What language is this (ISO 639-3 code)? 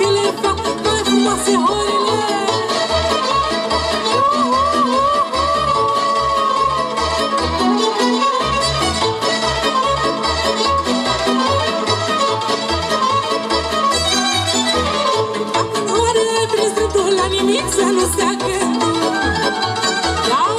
ron